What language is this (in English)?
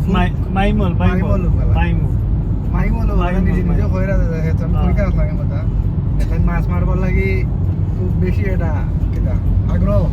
Sylheti